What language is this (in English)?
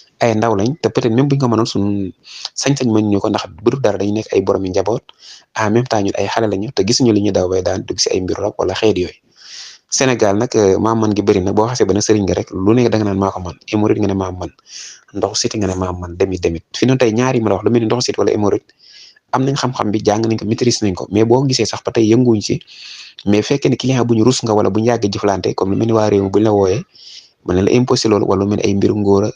Wolof